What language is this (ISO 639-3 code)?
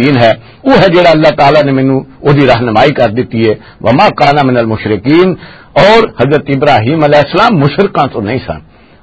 lah